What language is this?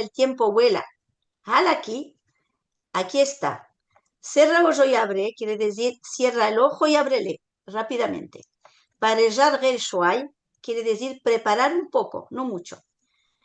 Ladino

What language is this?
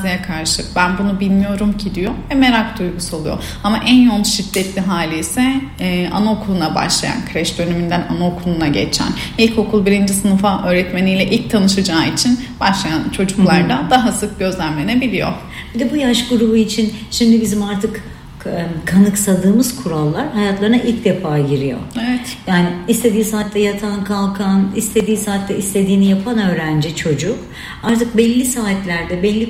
Turkish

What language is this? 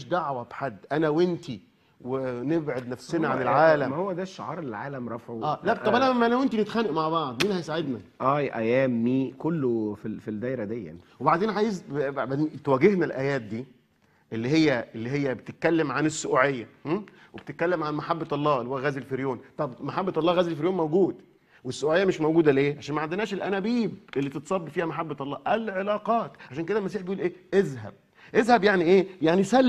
Egyptian Arabic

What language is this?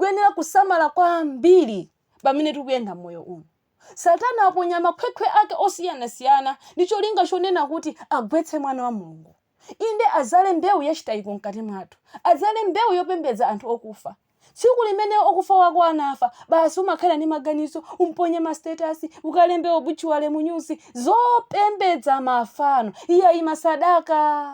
Nyanja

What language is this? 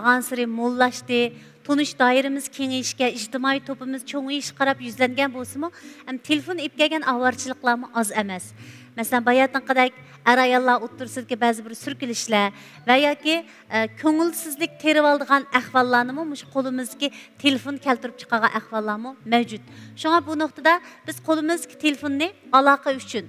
Uyghur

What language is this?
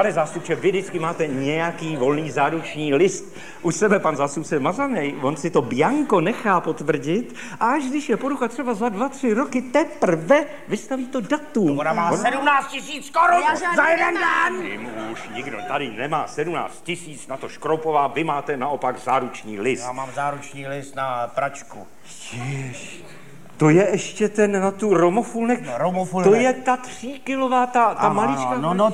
Czech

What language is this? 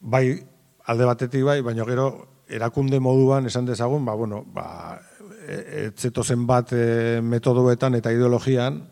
Basque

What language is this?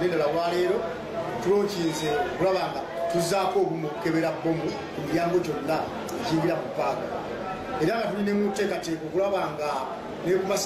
Ganda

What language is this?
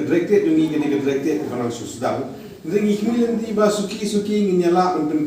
Khasi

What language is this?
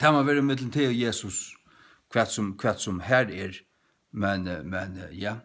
Faroese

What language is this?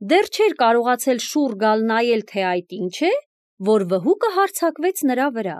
Armenian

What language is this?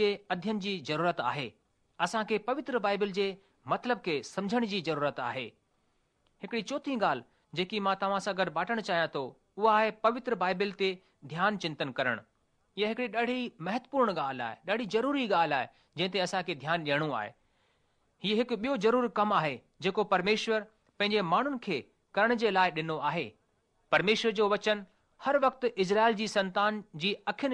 Sindhi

